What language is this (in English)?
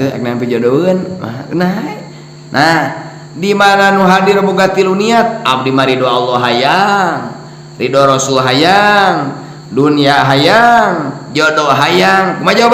Sundanese